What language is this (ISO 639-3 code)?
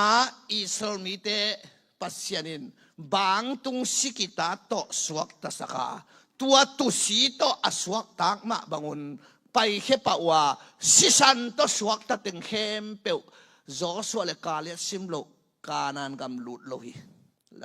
ctd